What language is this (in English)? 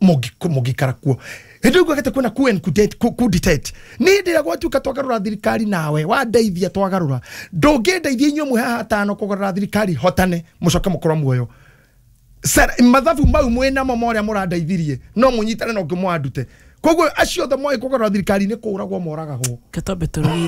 Kikuyu